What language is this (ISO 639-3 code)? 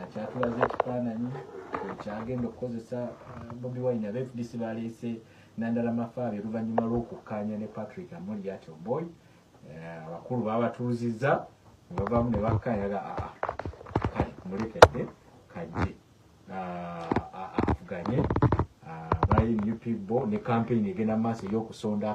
lug